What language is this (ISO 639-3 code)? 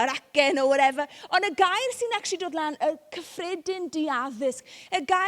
cym